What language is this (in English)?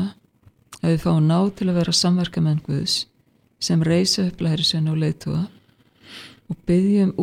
Icelandic